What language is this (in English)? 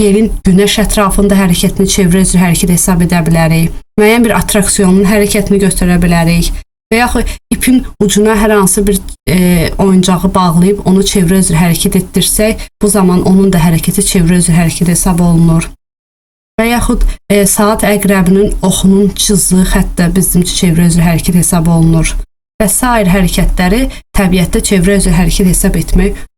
Azerbaijani